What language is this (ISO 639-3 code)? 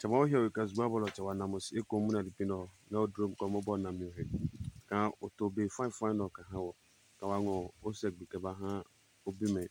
ada